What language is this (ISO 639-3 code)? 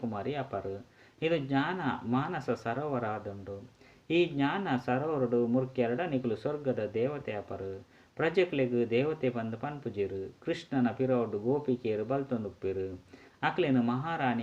tcy